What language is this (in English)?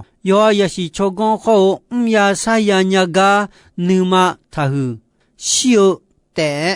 Akha